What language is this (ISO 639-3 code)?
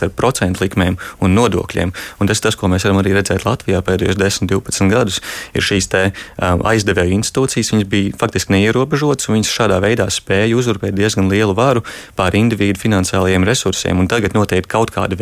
lav